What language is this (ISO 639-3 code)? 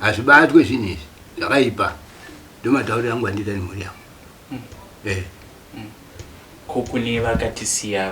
sna